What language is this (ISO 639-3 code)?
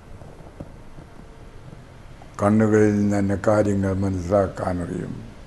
mal